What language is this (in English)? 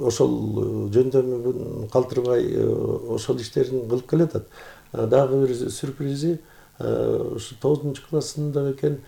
Kyrgyz